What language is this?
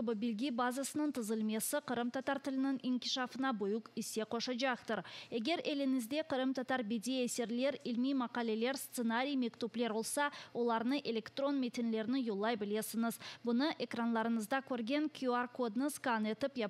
Crimean Tatar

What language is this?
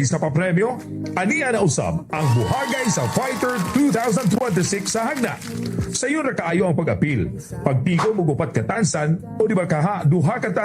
Cebuano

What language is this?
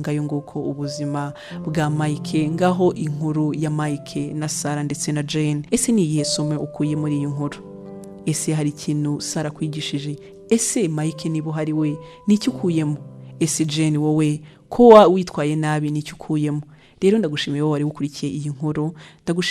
Kinyarwanda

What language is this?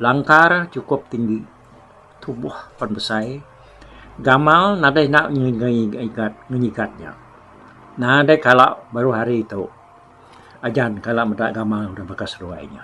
Iban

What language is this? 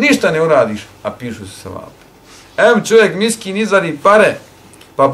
Bosnian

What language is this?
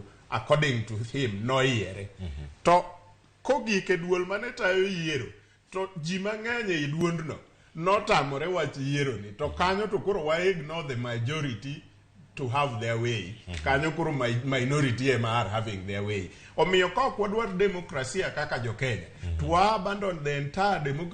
Luo (Kenya and Tanzania)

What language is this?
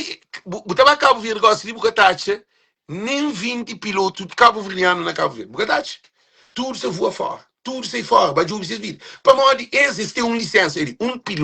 Kabuverdianu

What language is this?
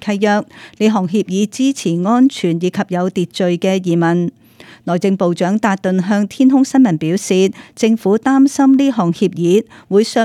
Cantonese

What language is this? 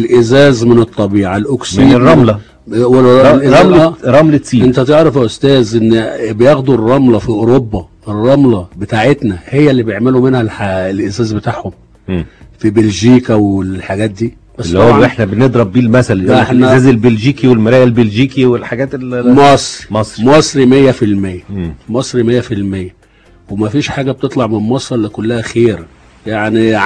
Egyptian Arabic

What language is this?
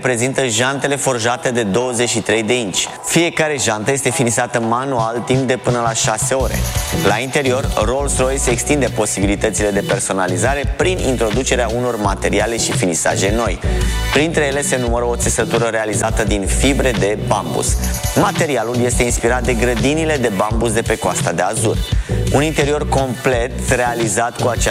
Romanian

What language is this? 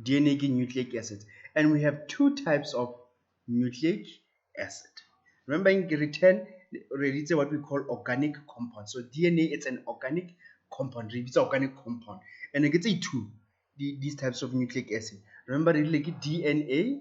Tswana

